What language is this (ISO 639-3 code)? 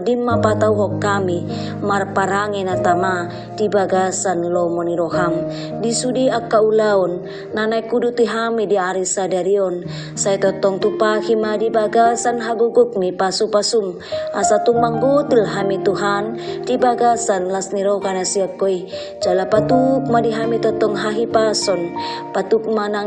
bbc